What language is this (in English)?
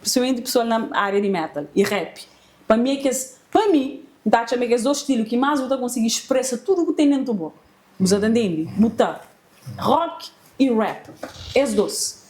Kabuverdianu